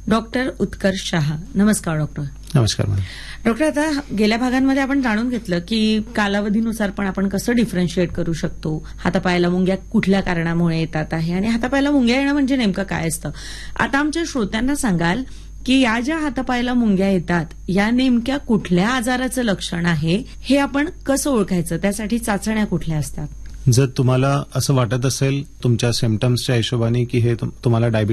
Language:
Marathi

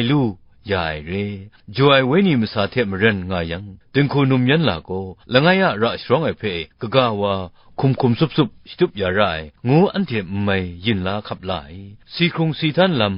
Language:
Kachin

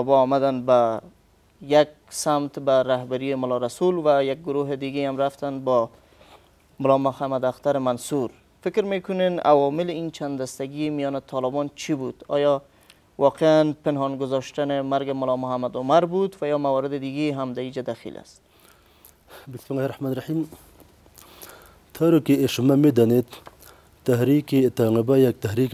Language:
Persian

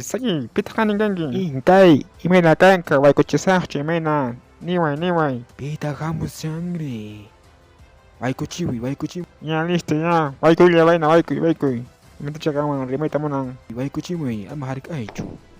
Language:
Quechua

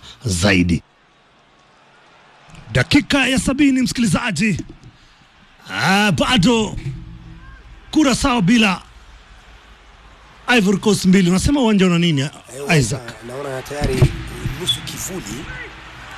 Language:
Swahili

